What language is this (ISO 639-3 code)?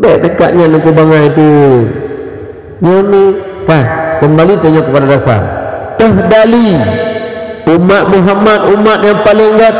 ace